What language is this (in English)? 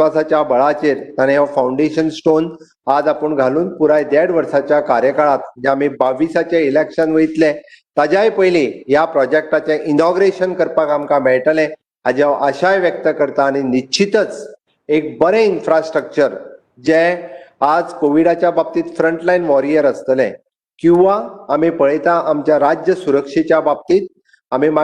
Konkani